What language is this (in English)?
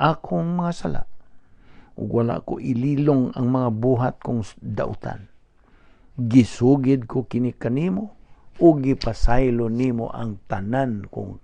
Cebuano